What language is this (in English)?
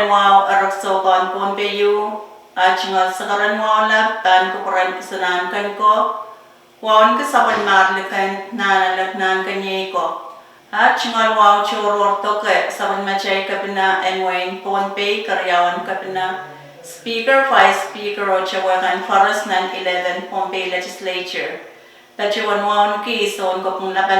Pohnpeian